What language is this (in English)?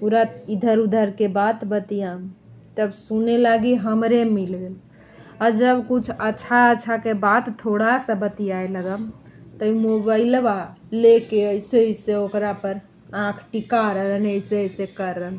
Magahi